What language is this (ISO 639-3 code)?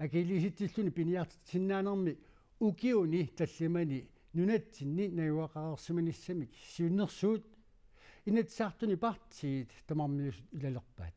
kal